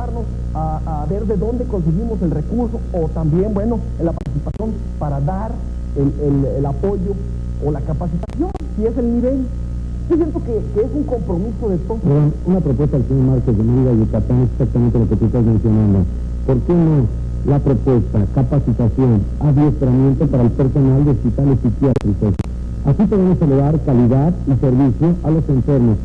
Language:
Spanish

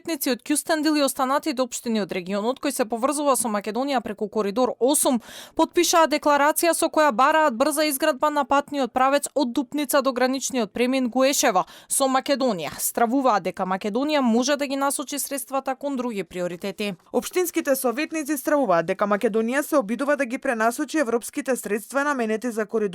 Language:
Macedonian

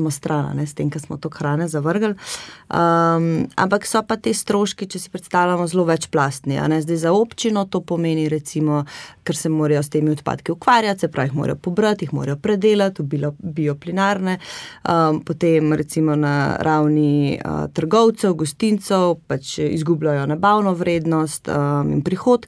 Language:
Slovenian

